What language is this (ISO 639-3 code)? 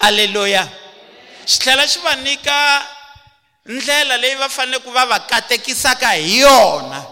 tso